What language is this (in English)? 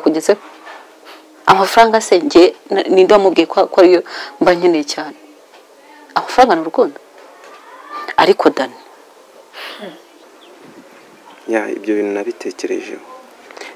Kinyarwanda